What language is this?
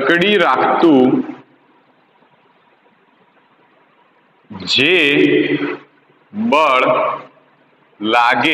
Gujarati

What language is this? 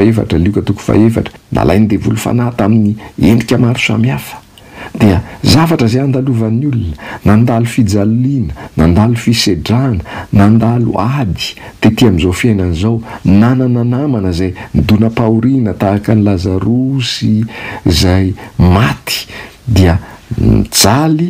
Malagasy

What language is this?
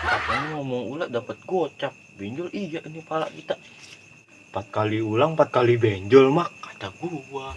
Betawi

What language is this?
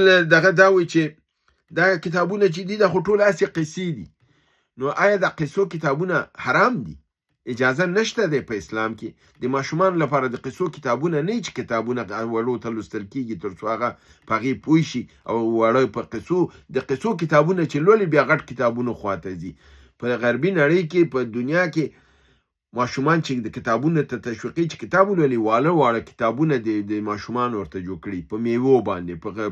Pashto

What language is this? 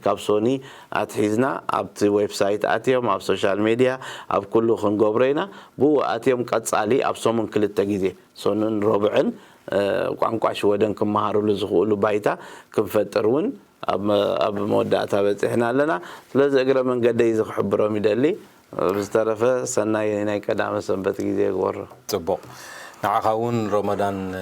Tigrinya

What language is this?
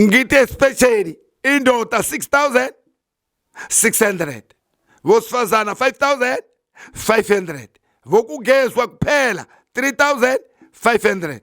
Zulu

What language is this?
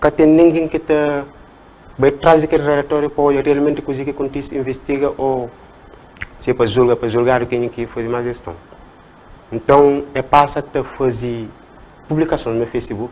Kabuverdianu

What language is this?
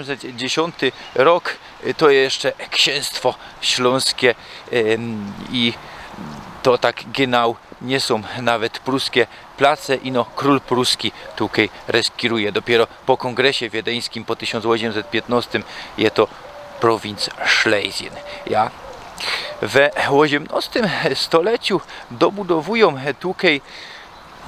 Silesian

